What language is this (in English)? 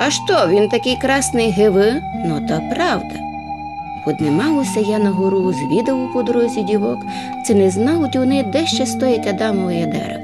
Rusyn